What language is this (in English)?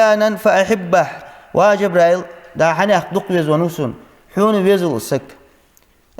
Ingush